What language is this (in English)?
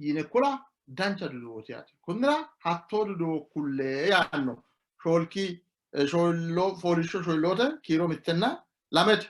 Sidamo